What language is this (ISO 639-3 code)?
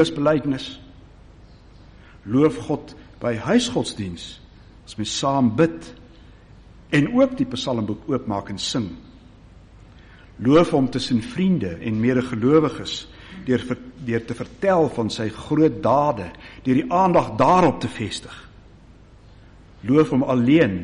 afr